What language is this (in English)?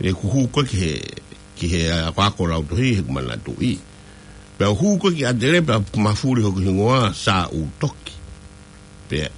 Tongan